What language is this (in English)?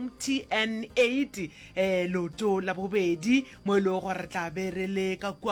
Northern Sotho